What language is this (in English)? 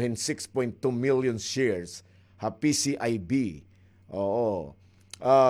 Waray